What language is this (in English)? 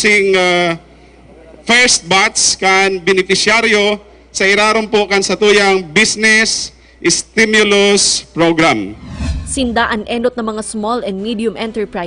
Bikol